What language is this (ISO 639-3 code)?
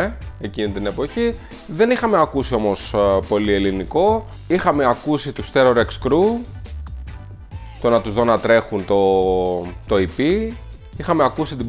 ell